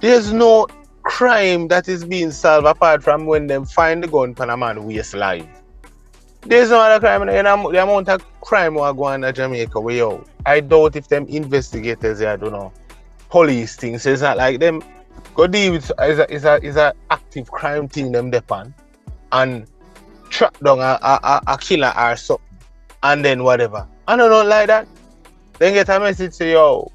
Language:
Jamaican Creole English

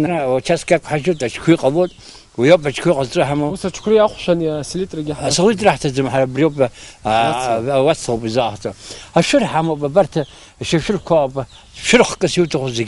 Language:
Abkhazian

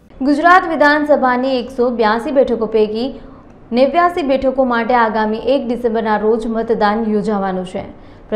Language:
Gujarati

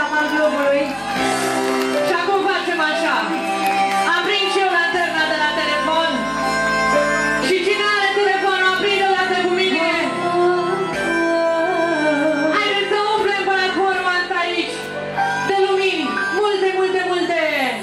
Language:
Romanian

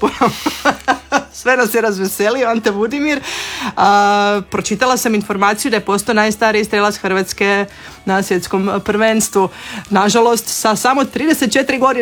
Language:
Croatian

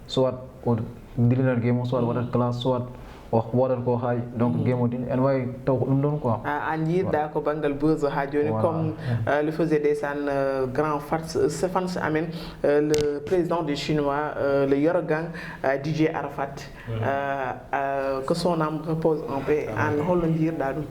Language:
Fula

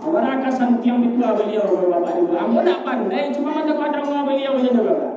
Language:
Minangkabau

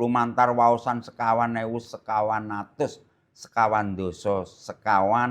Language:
Javanese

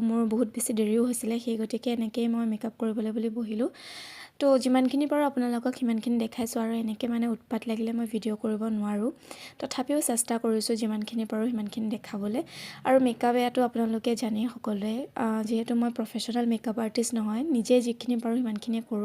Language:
Assamese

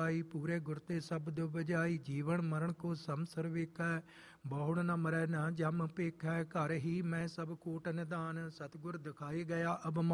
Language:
Punjabi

